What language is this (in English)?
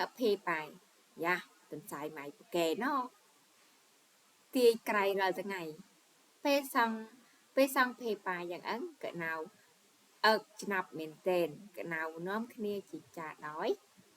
Khmer